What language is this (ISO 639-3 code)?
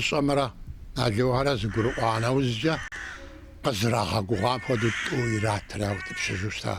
kbd